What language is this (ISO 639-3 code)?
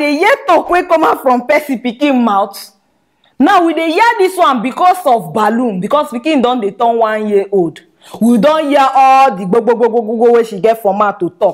pcm